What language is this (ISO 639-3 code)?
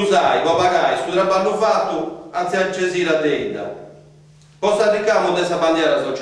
srd